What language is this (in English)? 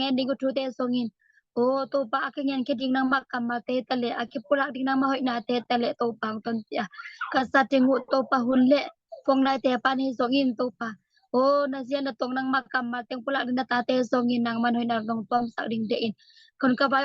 Tedim Chin